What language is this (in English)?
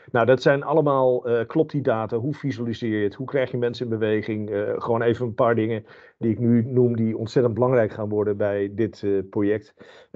Dutch